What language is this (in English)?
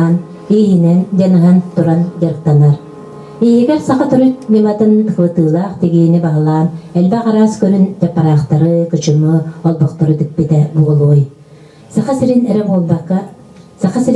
Yakut